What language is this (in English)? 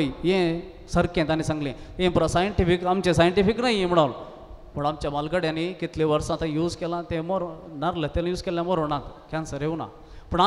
Konkani